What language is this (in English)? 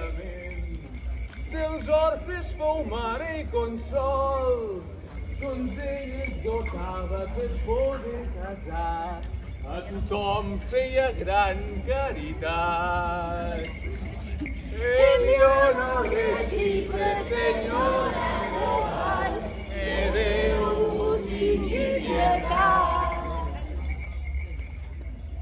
Catalan